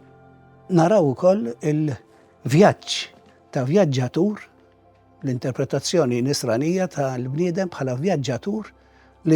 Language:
Maltese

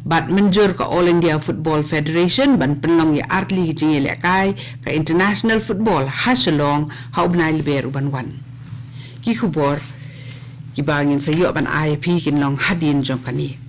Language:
Khasi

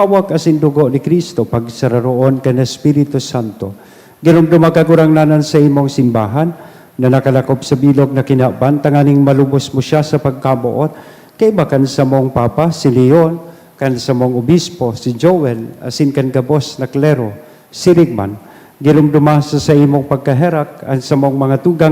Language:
Bikol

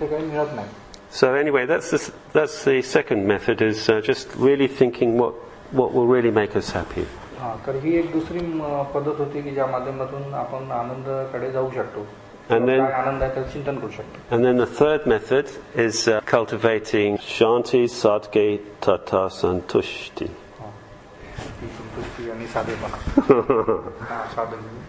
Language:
Marathi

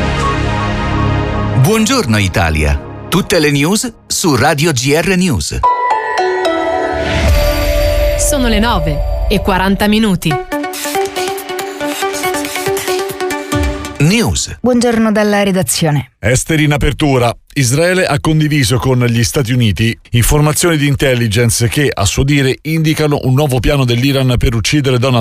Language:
Italian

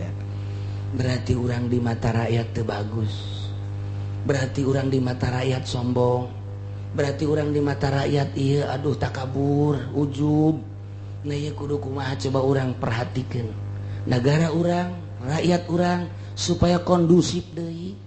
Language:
Sundanese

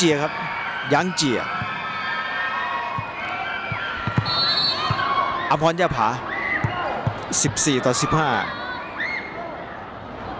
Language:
Thai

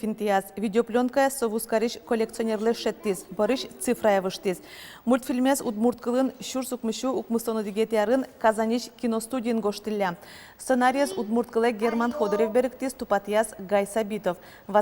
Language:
Udmurt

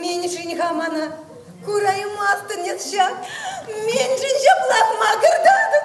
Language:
Chuvash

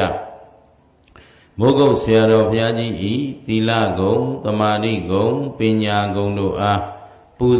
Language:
Burmese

